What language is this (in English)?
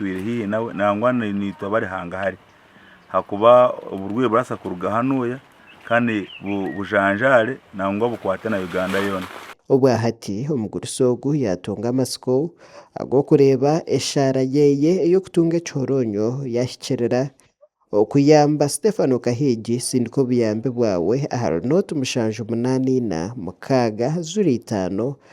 Nyankole